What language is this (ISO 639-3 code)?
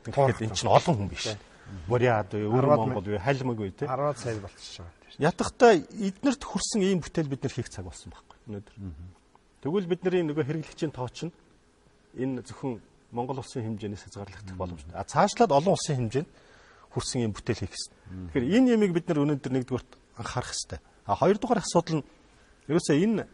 mon